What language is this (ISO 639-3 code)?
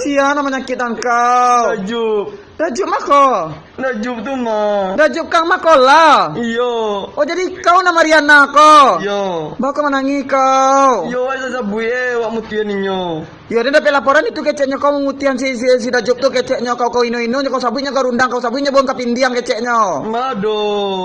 min